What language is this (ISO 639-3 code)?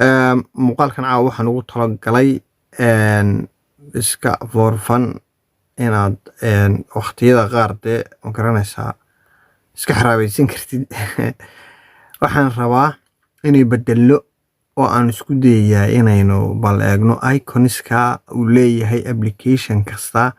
som